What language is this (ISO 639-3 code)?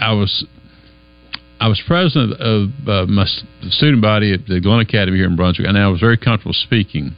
eng